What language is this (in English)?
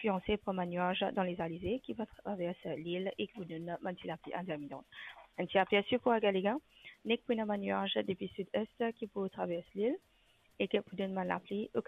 Morisyen